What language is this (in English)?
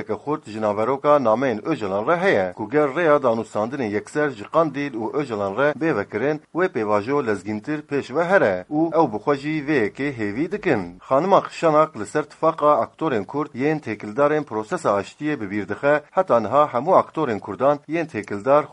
Kurdish